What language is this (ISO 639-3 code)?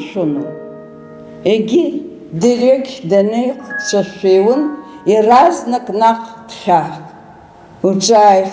abk